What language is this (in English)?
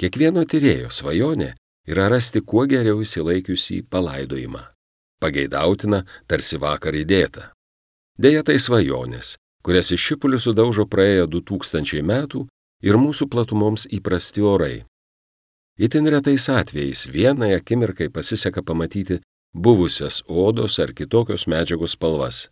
Lithuanian